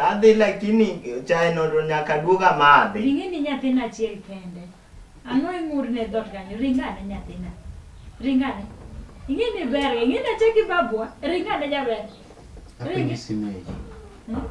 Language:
Luo (Kenya and Tanzania)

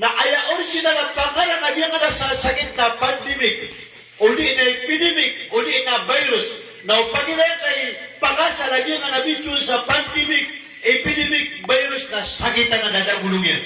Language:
Maranao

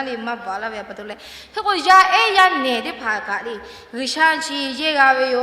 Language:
Lahu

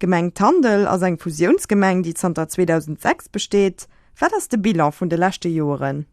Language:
Luxembourgish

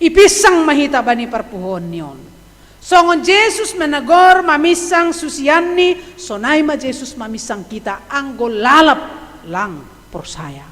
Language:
Batak Simalungun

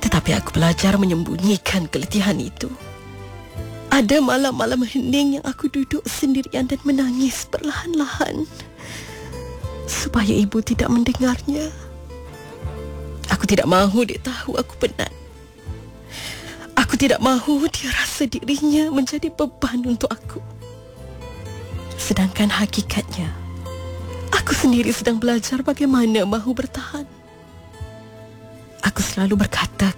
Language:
Malay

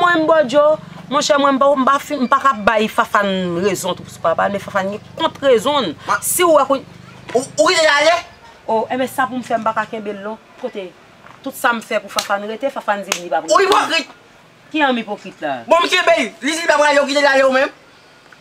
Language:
Haitian Creole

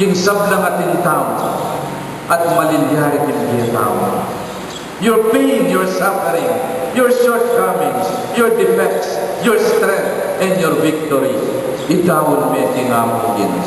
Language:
Pampanga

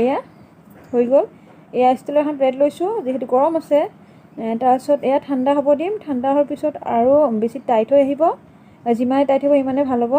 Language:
Assamese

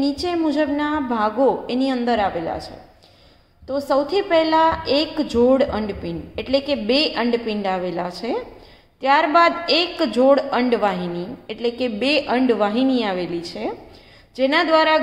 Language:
Gujarati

